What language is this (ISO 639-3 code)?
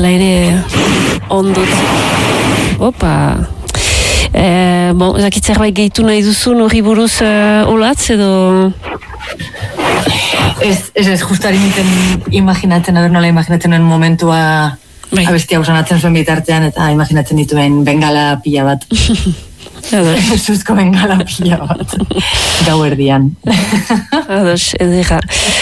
eus